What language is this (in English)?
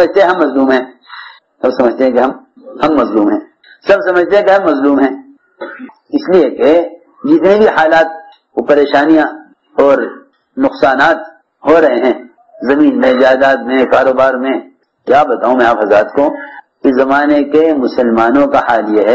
Urdu